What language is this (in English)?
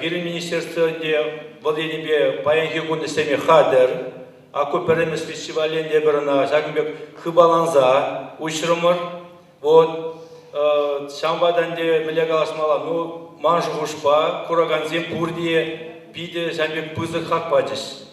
Chuvash